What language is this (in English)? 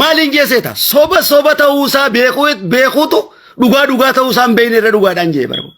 Oromo